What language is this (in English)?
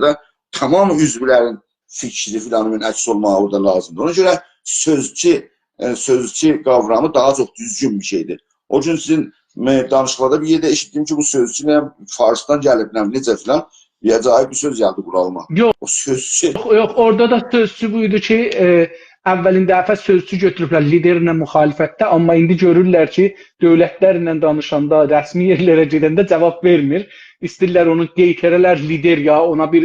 South Azerbaijani